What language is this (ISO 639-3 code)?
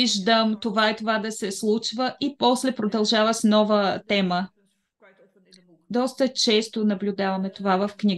bul